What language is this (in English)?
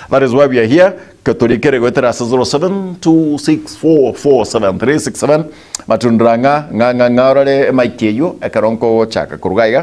Gusii